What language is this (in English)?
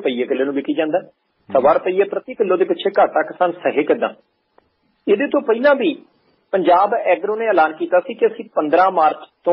Punjabi